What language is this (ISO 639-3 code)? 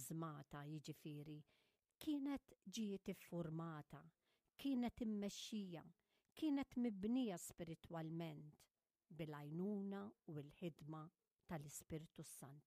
mlt